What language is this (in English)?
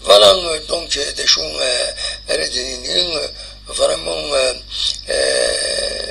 Kabyle